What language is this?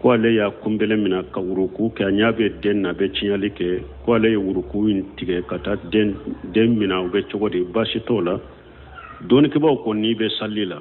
Bambara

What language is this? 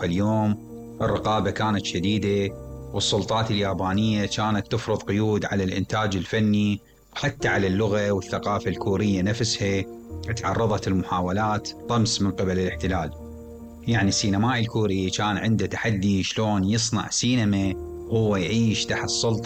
Mesopotamian Arabic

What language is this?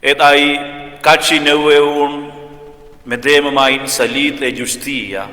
Romansh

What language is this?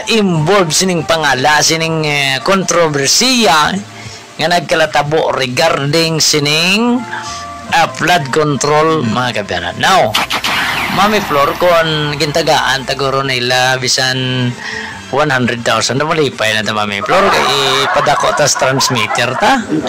Hiligaynon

